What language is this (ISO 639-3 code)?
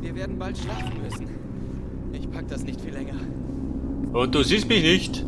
bar